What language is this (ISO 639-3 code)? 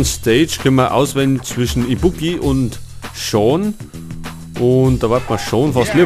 bar